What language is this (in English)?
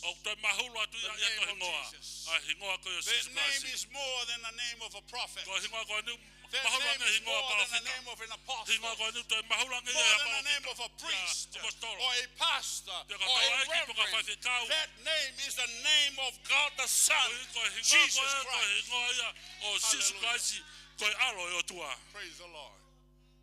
Tongan